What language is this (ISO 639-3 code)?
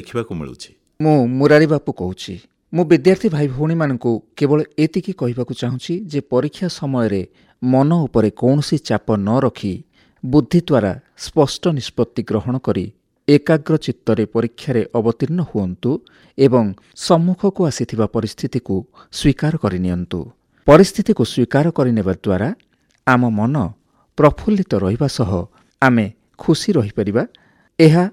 ori